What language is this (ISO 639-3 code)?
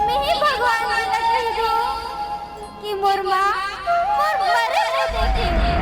hne